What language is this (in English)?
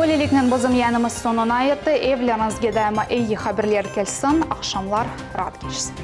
Crimean Tatar